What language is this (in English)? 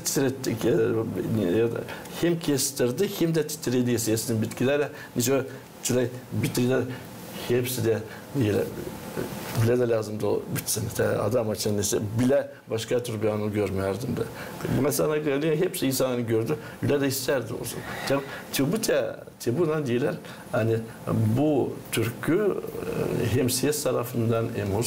Gagauz